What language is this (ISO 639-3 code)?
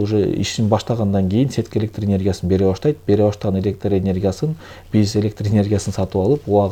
kir